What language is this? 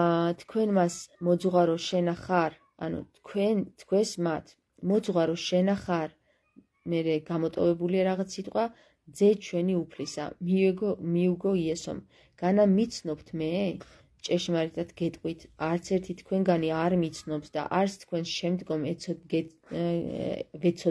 Georgian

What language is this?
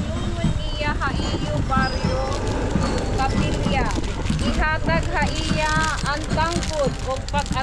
Waray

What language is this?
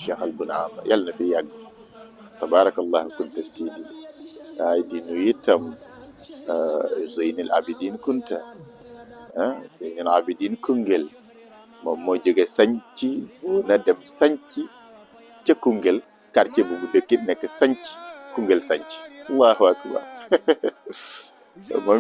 Wolof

